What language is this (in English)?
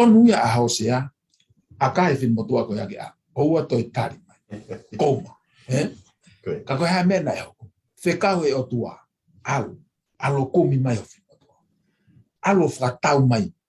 Tongan